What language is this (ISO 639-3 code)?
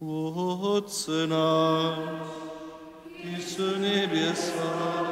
hsb